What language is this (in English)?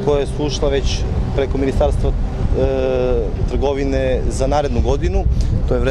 Serbian